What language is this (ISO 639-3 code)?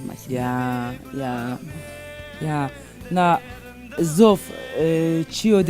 zza